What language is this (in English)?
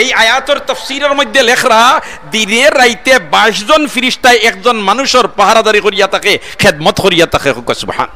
Sylheti